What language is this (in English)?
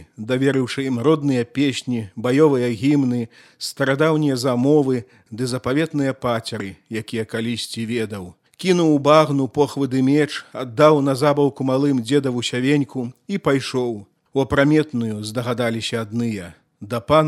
Belarusian